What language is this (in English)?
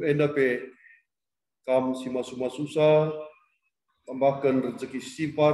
Batak Karo